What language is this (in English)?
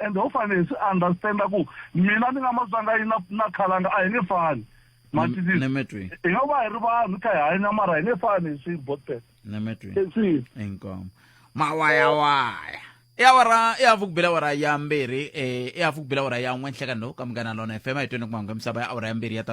Tsonga